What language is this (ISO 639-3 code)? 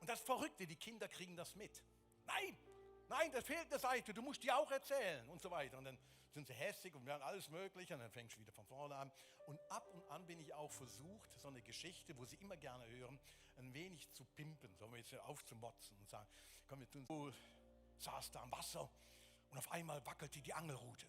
gsw